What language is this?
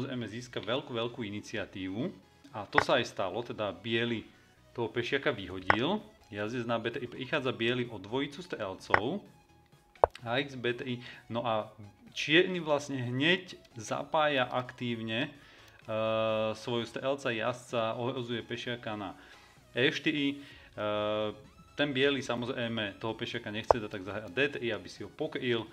Slovak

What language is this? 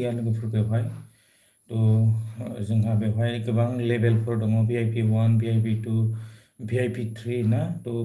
Bodo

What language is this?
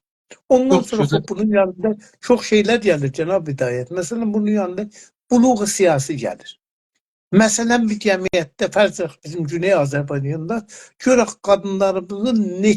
South Azerbaijani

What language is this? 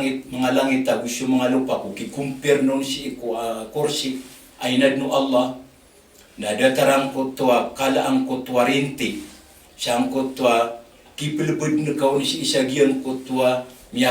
Maranao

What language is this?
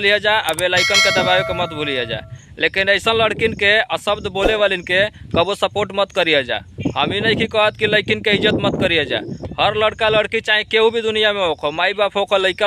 Bhojpuri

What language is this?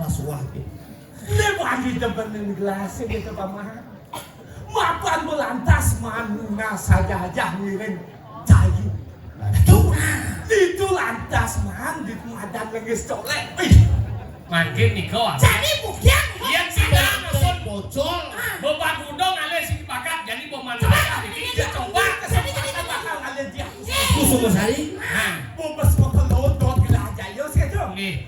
Balinese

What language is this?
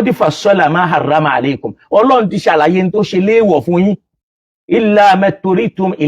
Yoruba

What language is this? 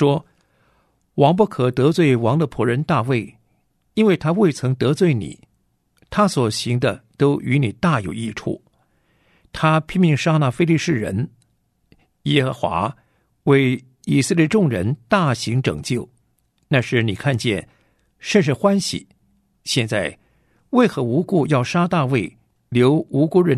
Chinese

